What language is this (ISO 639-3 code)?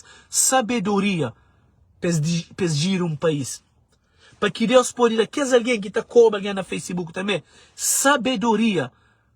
kea